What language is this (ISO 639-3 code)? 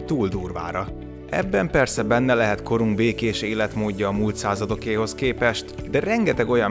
hun